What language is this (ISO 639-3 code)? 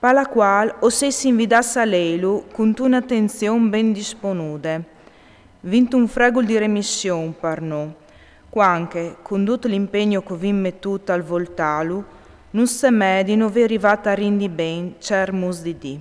fur